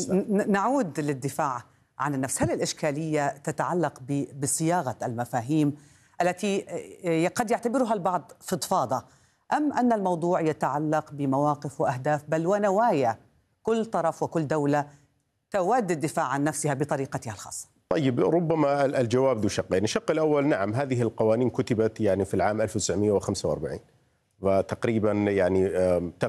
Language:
Arabic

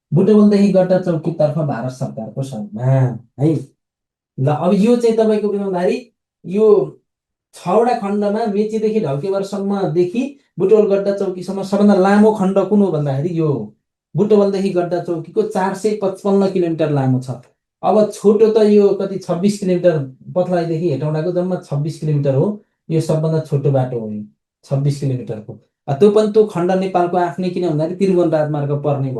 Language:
Nepali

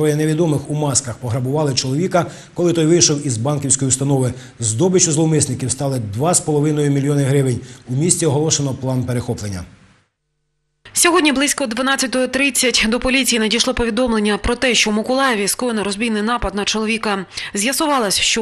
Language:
Ukrainian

